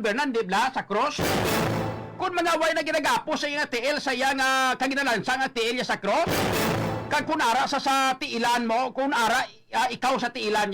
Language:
Hiligaynon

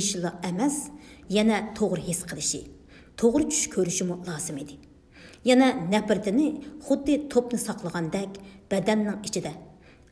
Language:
Uyghur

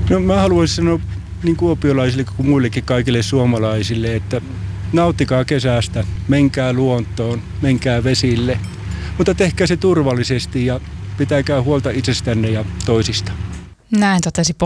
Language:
Finnish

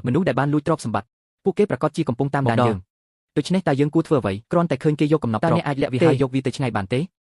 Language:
Khmer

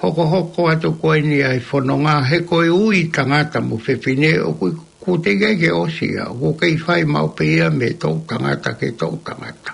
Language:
Tongan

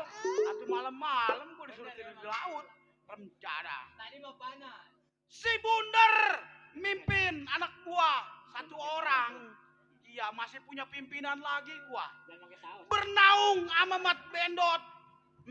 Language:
Betawi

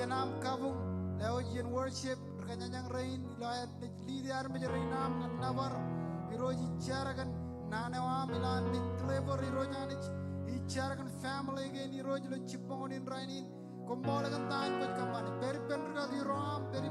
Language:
Marshallese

